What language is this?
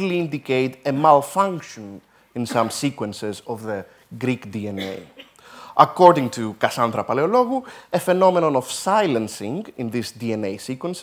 English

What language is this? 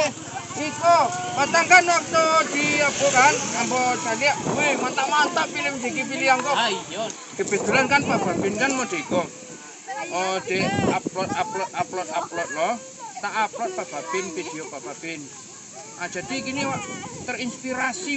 Minangkabau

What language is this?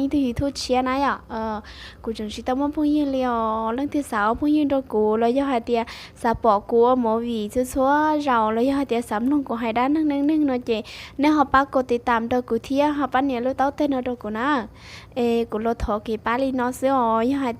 Hmong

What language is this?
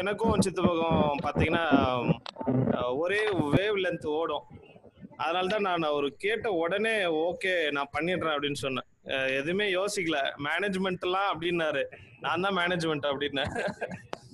Tamil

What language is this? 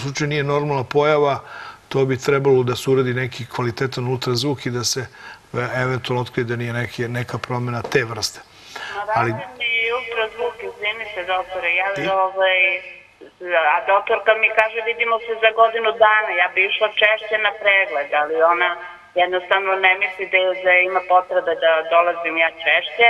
Serbian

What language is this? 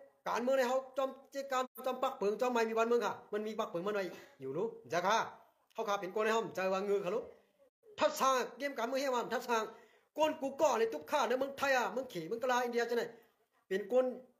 Shan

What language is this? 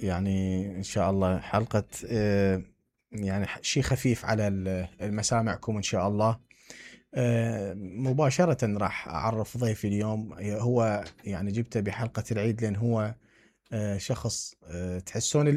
Mesopotamian Arabic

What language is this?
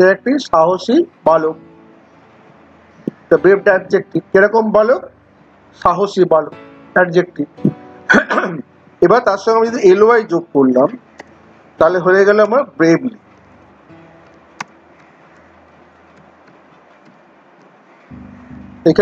Bangla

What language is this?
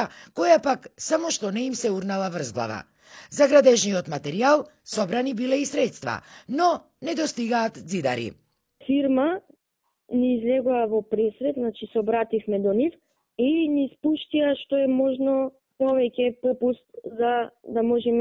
Macedonian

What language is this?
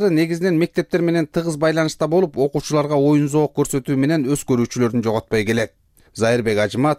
Kyrgyz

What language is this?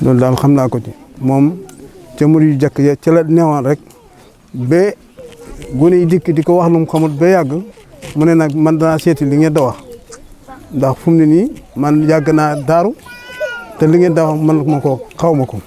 Wolof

